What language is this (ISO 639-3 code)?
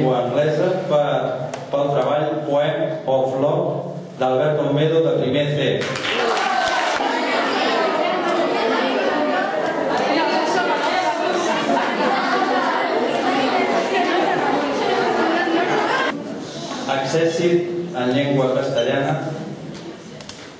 cat